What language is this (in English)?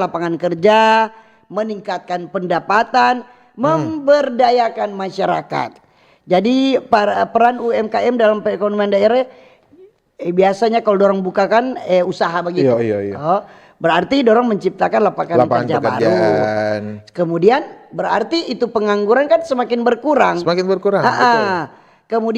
Manado Malay